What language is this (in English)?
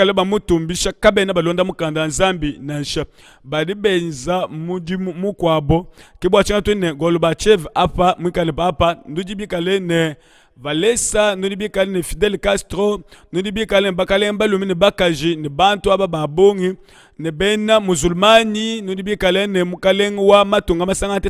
Luba-Lulua